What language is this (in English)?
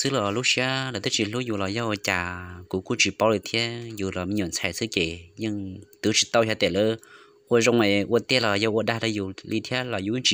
Hmong